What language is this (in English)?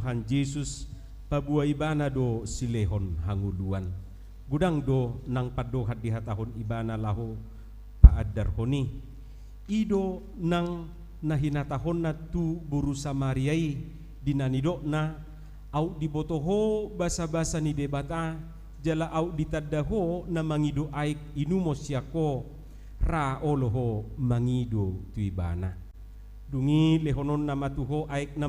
Batak Toba